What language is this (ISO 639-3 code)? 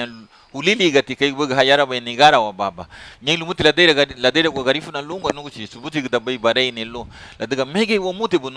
cab